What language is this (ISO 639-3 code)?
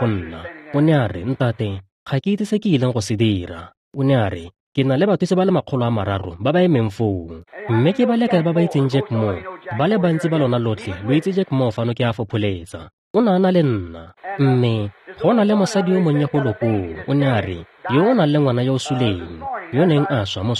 tsn